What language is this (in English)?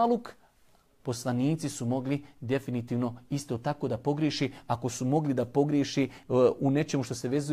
Bosnian